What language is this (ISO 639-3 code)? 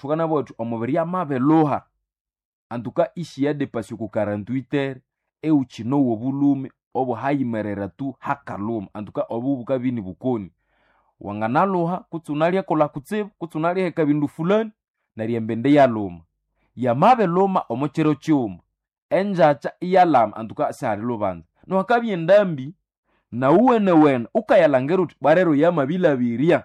nnb